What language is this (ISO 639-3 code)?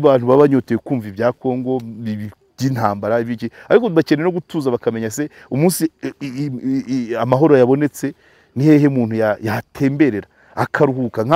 kin